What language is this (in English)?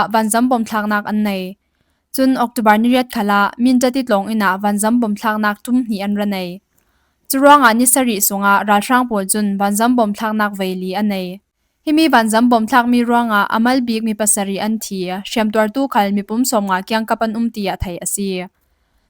Falam Chin